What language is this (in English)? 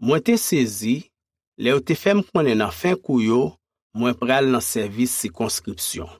Haitian Creole